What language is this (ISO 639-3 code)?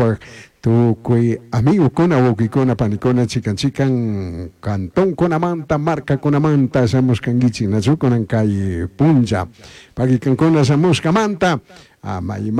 qug